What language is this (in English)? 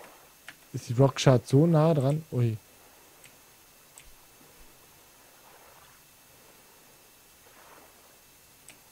German